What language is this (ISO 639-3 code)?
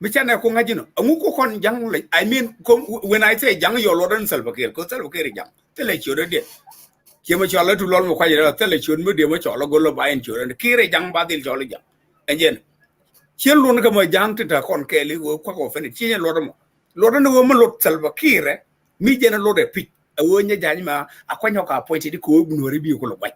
nus